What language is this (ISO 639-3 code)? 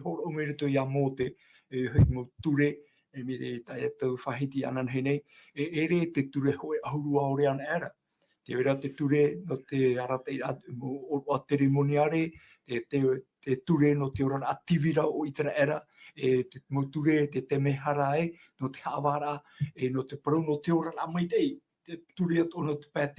tah